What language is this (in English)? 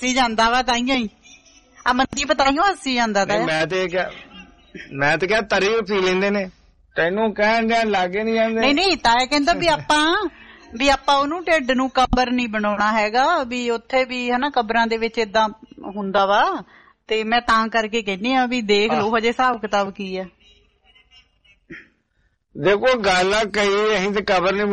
Punjabi